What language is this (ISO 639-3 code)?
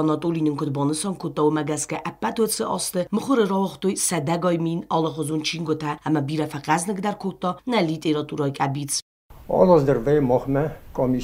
oss